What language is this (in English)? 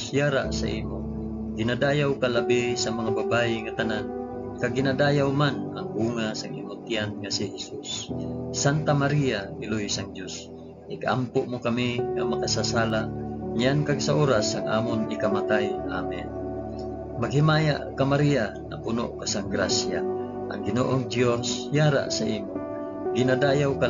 Hiligaynon